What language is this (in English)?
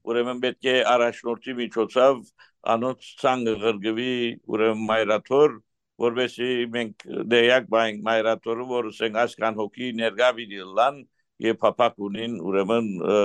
Western Armenian